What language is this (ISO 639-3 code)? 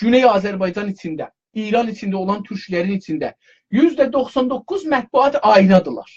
azb